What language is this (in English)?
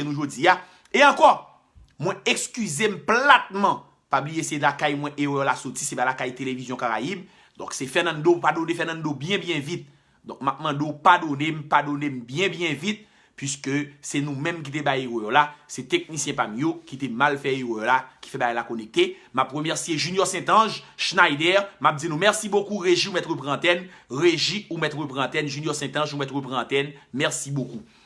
Haitian Creole